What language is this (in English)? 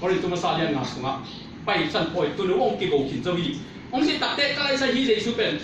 Tedim Chin